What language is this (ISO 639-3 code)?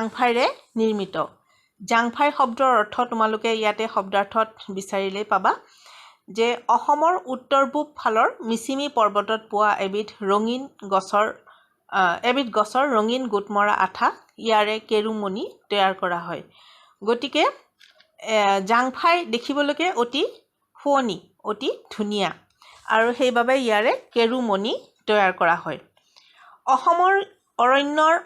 asm